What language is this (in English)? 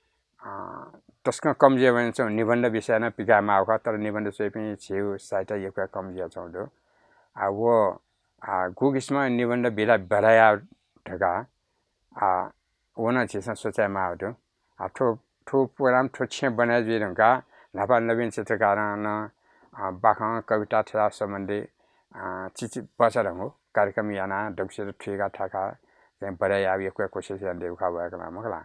Newari